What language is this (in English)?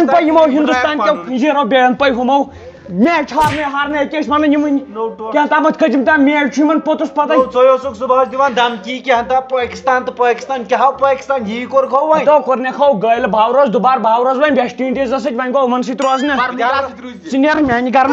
Kashmiri